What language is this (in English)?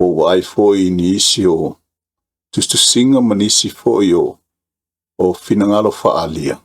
Samoan